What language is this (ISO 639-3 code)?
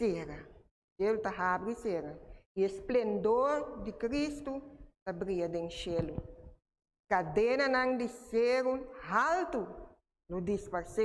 pap